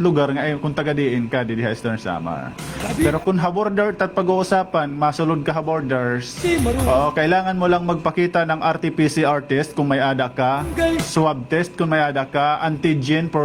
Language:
Waray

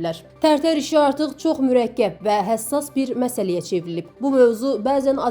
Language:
Azerbaijani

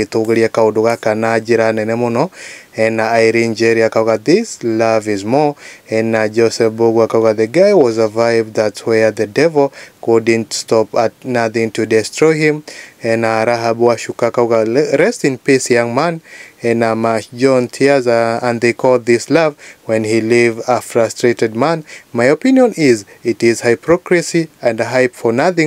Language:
Kikuyu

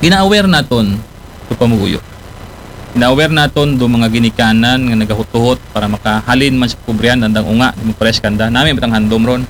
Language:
Aklanon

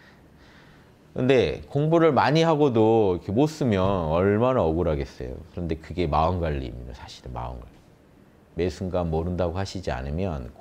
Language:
Korean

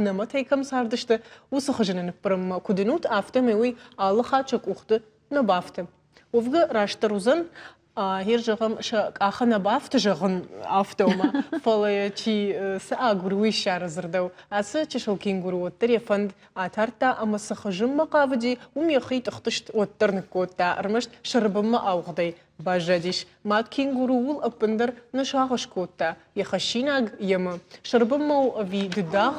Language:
Ossetic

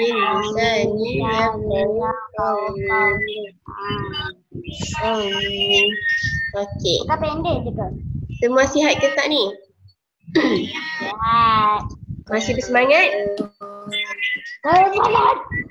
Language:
Malay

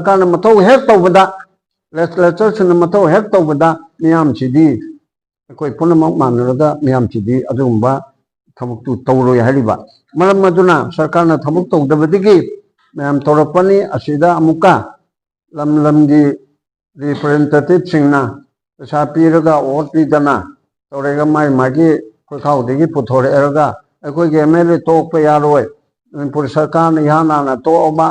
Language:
Manipuri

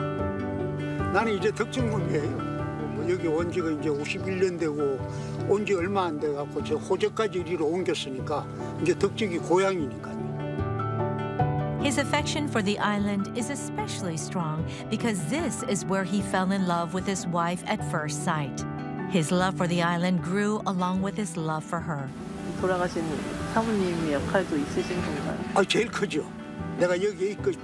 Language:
Korean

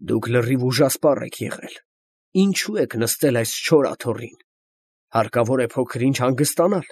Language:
Armenian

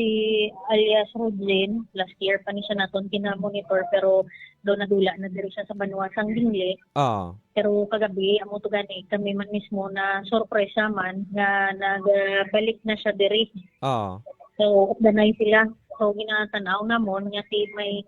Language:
Hiligaynon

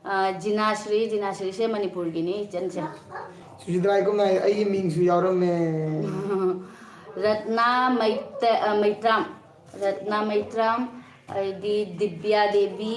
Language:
Manipuri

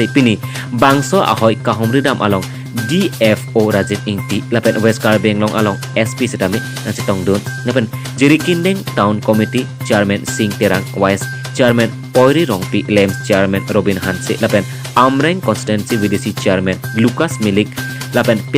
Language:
Karbi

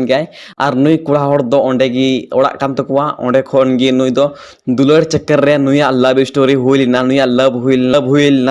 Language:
Santali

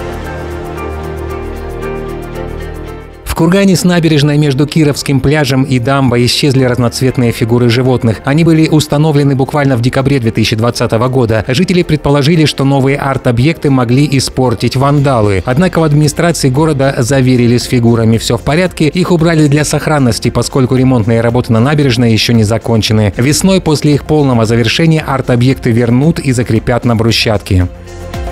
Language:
Russian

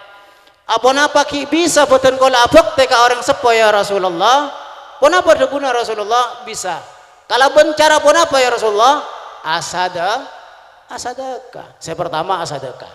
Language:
Madurese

